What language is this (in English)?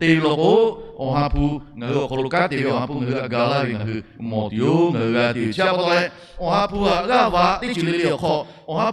Lahu